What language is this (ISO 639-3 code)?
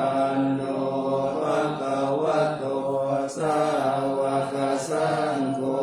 pli